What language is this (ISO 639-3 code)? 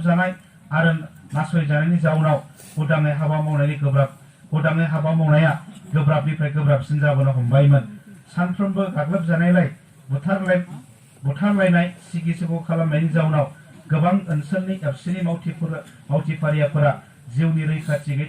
brx